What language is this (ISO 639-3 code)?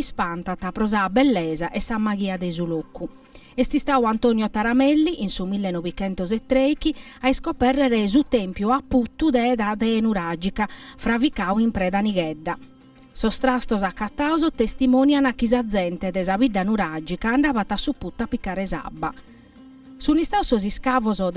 srd